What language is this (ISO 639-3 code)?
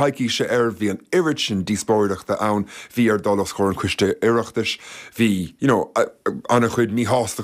gle